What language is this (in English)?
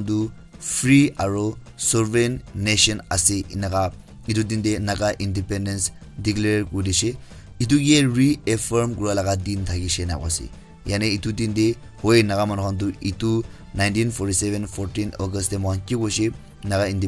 Naga Pidgin